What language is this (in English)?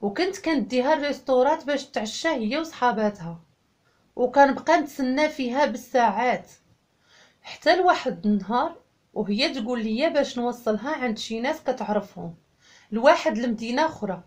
Moroccan Arabic